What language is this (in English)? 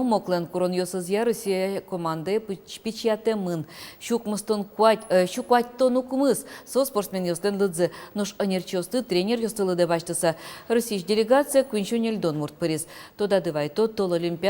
Udmurt